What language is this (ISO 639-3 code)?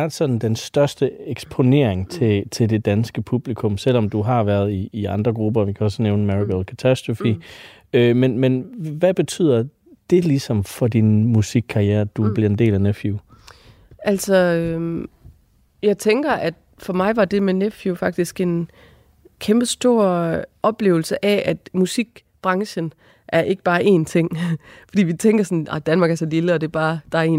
dan